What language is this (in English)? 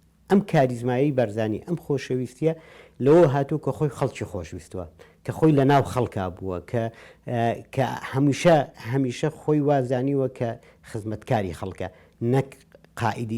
Central Kurdish